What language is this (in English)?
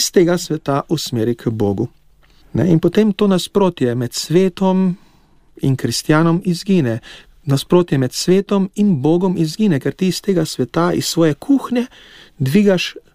Slovenian